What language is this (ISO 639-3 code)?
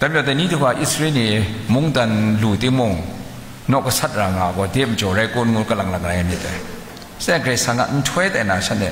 kac